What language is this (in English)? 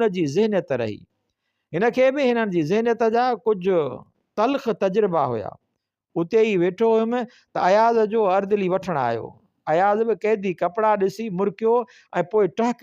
Sindhi